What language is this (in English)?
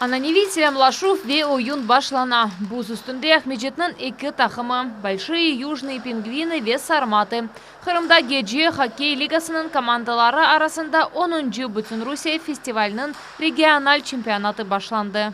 Crimean Tatar